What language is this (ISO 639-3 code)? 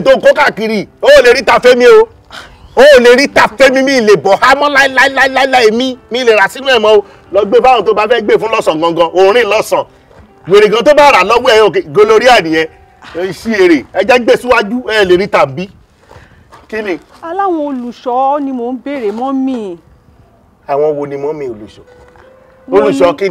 yor